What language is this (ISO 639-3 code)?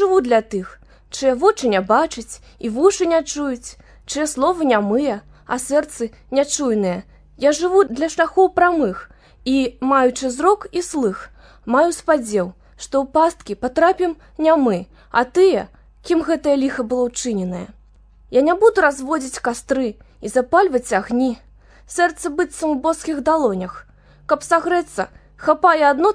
bel